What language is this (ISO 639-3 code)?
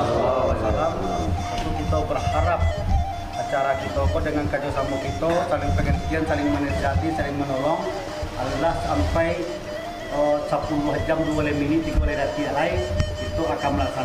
min